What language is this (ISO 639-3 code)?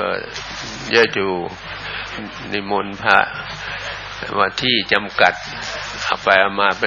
tha